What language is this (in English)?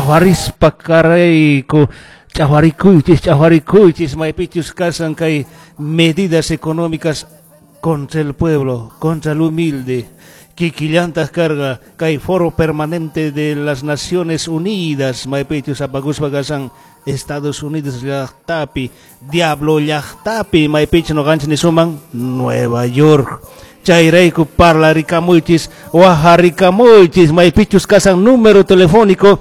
Quechua